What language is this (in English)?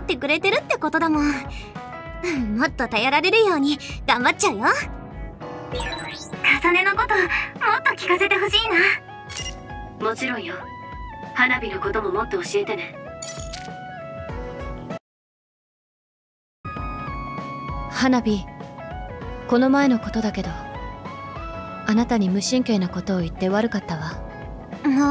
Japanese